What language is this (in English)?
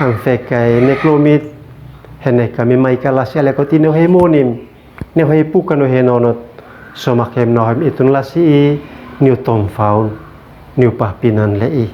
Uab Meto